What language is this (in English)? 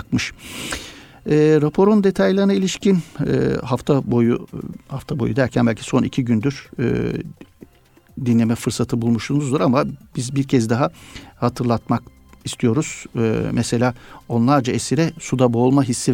Turkish